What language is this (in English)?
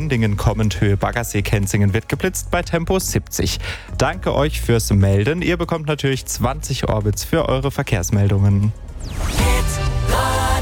German